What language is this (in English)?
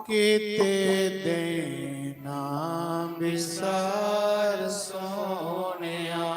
Dogri